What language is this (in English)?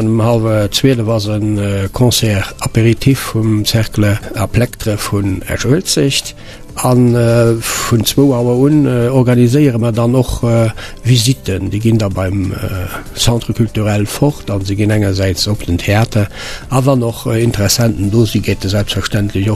Luxembourgish